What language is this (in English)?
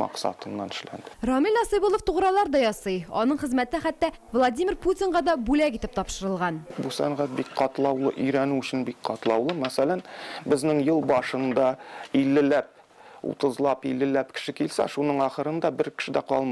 Tatar